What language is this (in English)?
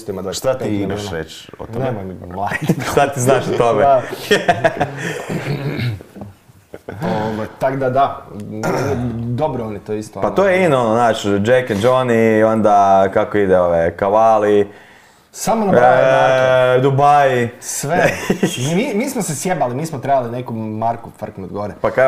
Croatian